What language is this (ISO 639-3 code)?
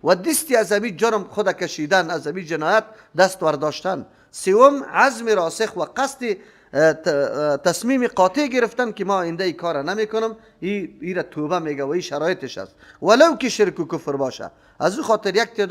fas